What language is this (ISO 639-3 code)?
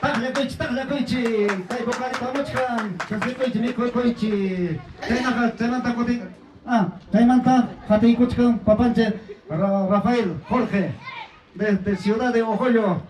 quy